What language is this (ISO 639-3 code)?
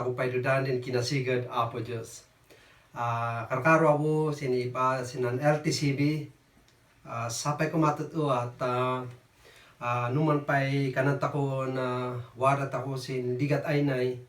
kne